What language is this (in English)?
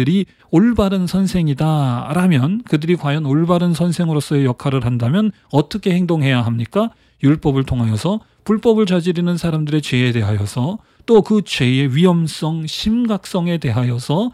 Korean